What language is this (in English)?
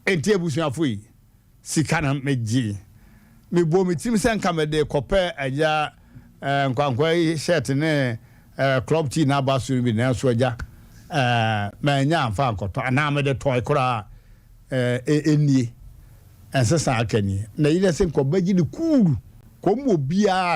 Akan